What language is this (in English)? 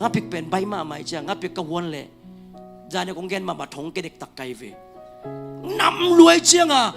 Tedim Chin